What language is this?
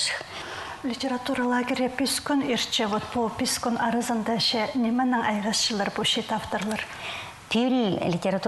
Khakas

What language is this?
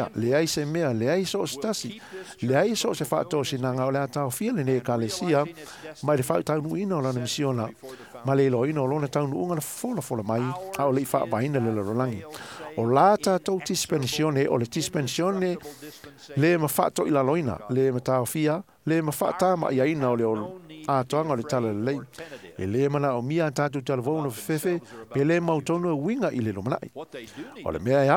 Samoan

